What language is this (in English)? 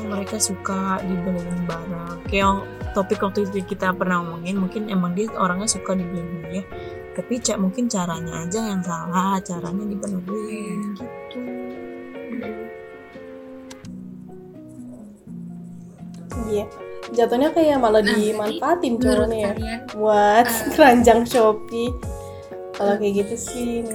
Indonesian